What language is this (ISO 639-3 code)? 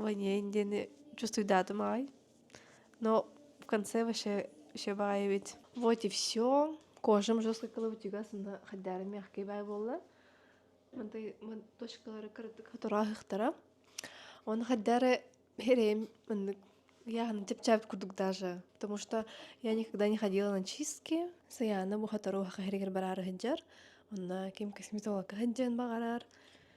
sah